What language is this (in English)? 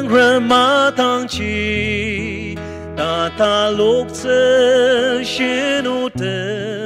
Ao Naga